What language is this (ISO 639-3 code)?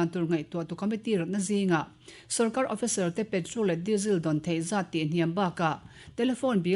lus